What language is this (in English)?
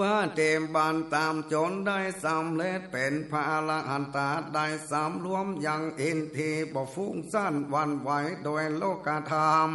Northern Thai